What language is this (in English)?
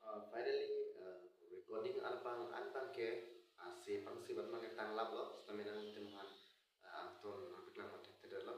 Karbi